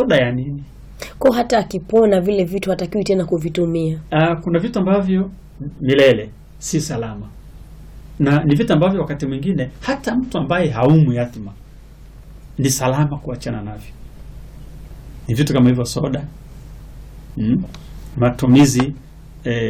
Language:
Swahili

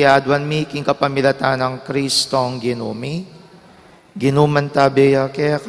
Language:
Pampanga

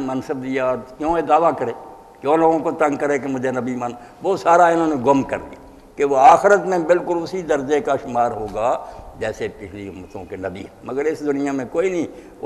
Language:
Urdu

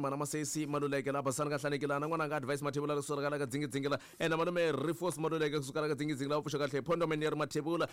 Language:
Tsonga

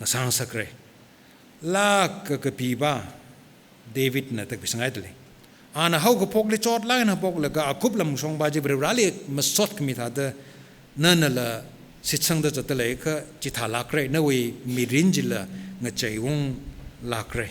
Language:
Tangkhul Naga (India)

